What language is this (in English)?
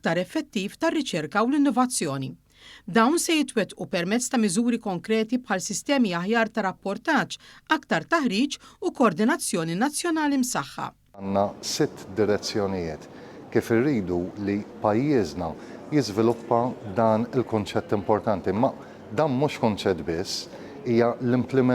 Maltese